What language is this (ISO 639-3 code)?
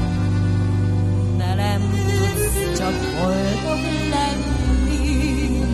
hun